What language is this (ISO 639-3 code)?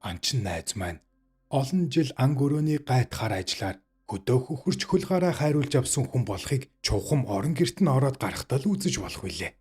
mon